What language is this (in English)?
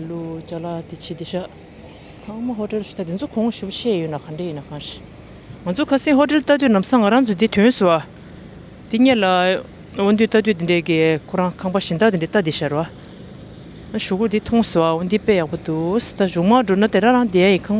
Tibetan